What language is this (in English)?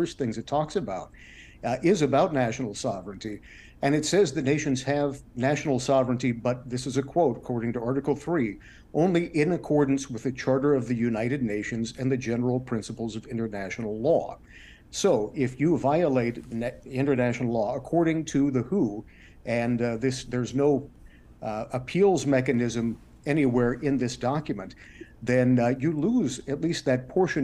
English